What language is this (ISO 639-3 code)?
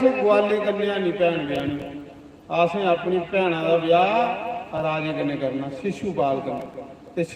doi